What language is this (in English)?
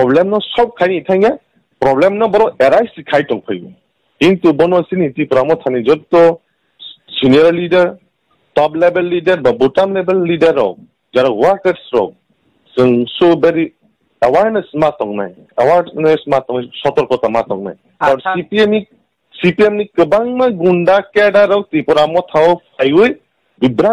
Kok Borok